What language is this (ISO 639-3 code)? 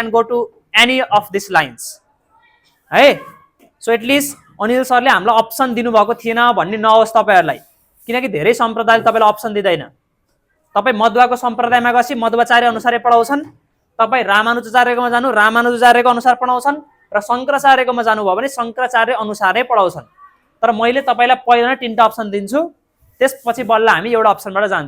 nep